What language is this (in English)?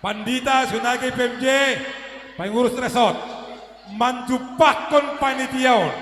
Batak Simalungun